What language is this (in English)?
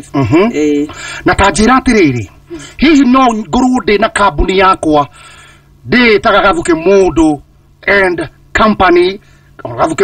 Kikuyu